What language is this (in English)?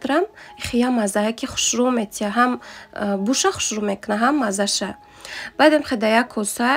Tajik